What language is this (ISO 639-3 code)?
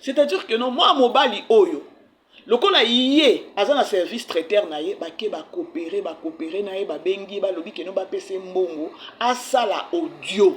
lin